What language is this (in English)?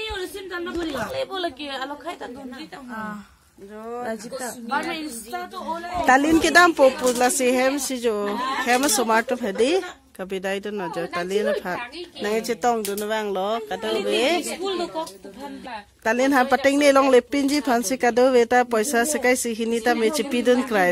Karbi